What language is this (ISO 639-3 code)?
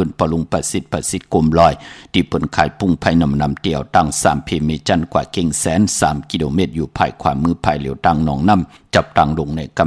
shn